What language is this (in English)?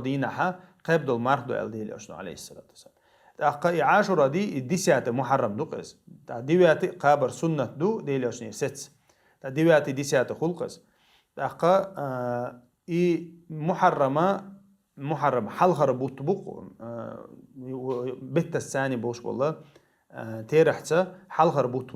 Chechen